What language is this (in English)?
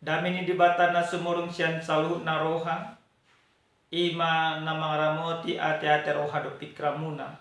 Batak Toba